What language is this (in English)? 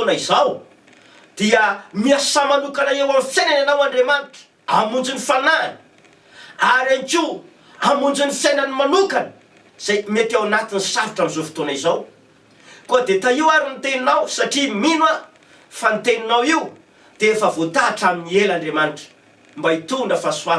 Malagasy